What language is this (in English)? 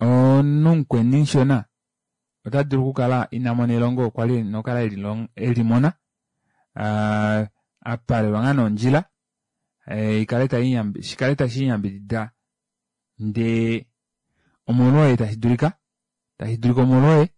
Kuanyama